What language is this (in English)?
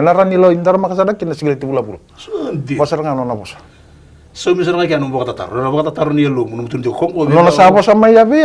Fijian